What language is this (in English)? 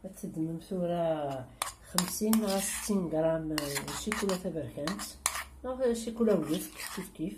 Kabyle